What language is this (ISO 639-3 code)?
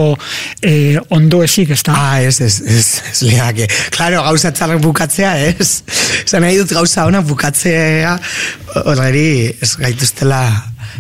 eus